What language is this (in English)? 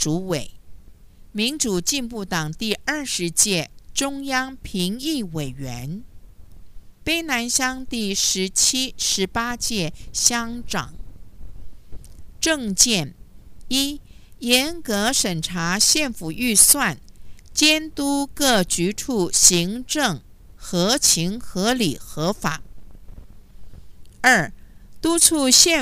Chinese